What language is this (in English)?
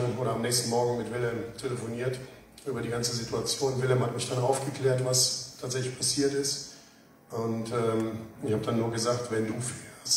German